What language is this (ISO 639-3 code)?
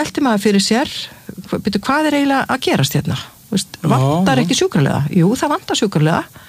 isl